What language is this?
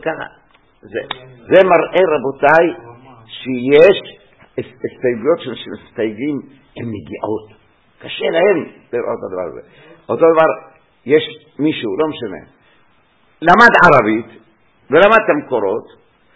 Hebrew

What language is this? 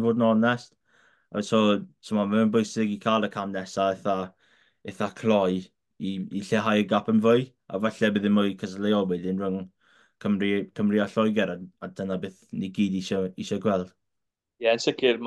Welsh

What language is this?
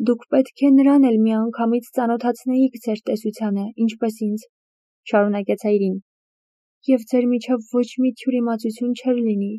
Armenian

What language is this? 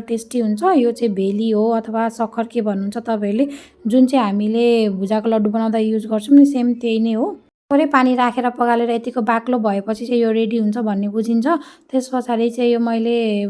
Nepali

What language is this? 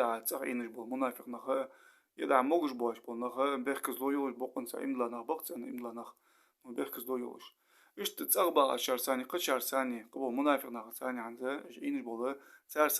Ingush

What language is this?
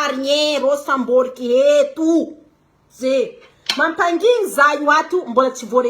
Malagasy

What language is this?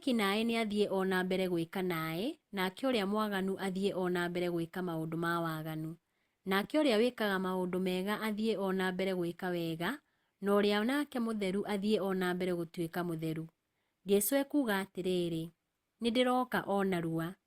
Kikuyu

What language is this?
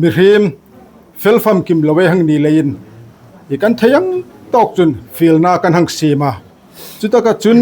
Hmar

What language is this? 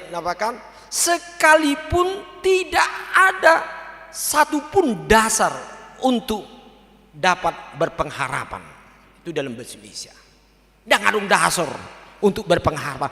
Batak Toba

